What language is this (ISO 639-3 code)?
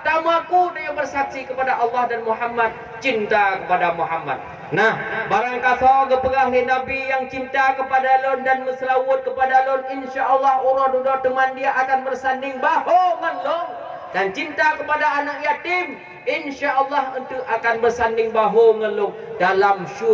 ace